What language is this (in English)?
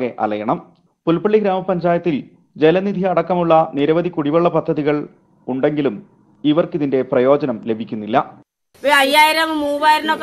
Malayalam